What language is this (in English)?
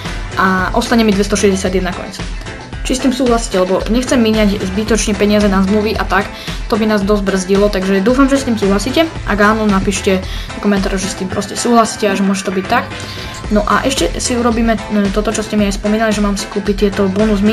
Slovak